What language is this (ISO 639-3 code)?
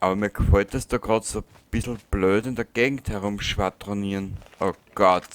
bar